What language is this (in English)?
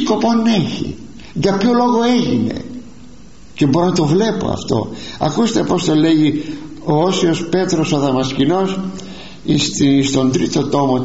Greek